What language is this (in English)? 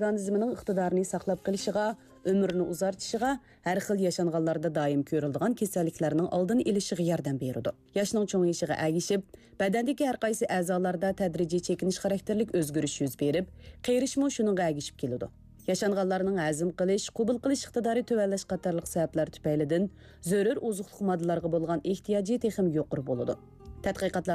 Uyghur